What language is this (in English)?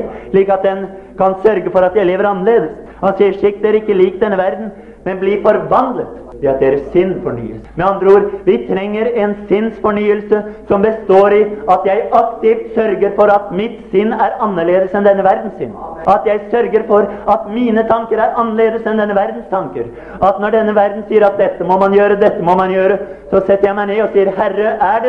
Norwegian